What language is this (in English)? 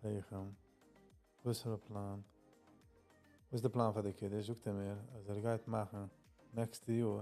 Yiddish